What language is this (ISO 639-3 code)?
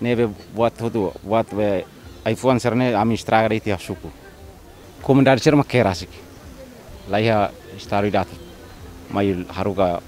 tet